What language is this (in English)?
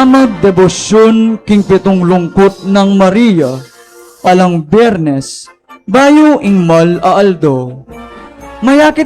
Pampanga